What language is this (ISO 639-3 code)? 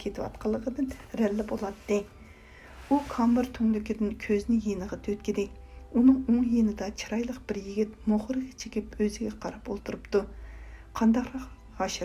uig